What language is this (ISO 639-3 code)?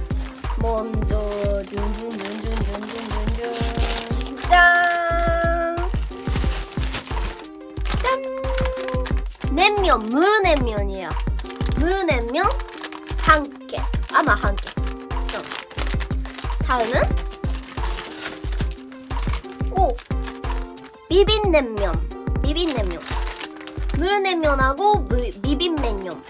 kor